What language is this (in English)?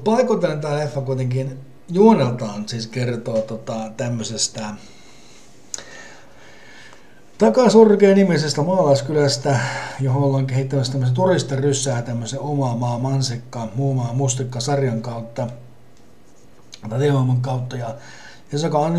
Finnish